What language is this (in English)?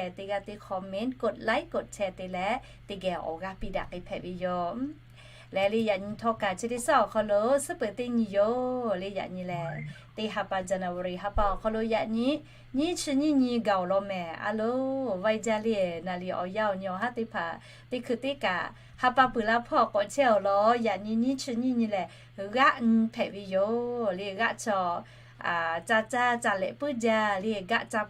Lahu